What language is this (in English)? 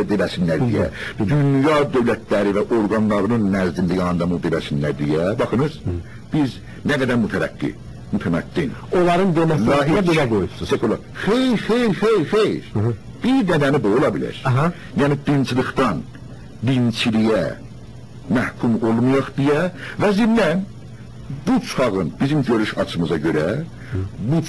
South Azerbaijani